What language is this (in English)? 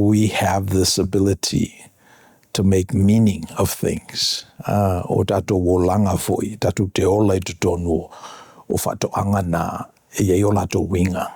Samoan